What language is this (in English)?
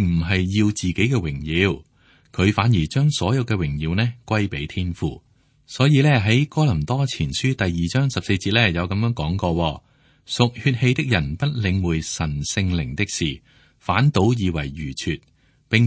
Cantonese